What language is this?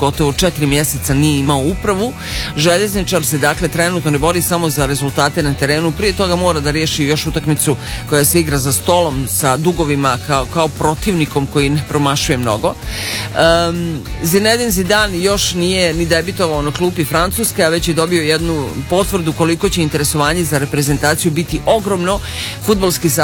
Serbian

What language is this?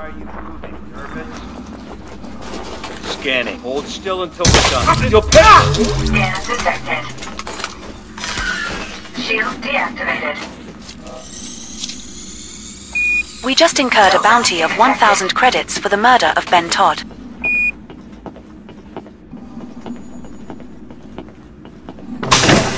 English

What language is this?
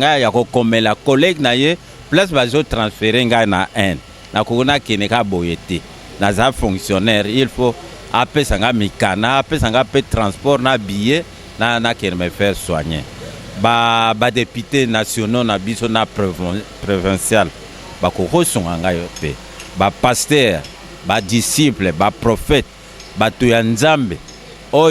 Lingala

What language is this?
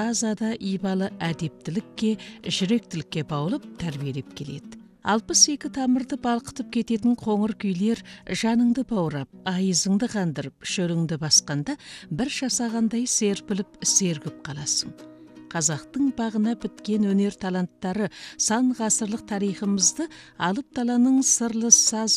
Kazakh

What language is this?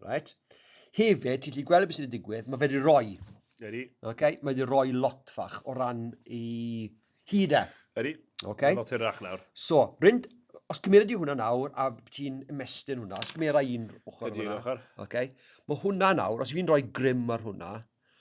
Welsh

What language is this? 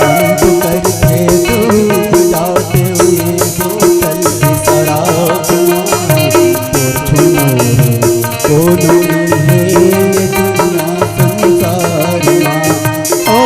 Chhattisgarhi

